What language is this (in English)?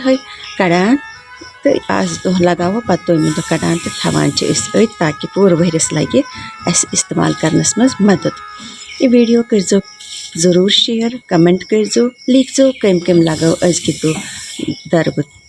Kashmiri